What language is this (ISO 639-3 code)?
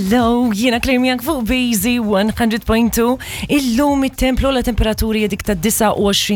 mlt